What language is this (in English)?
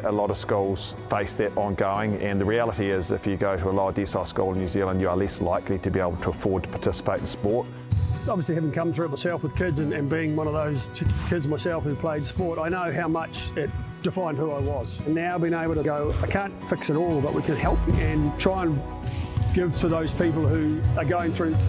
Māori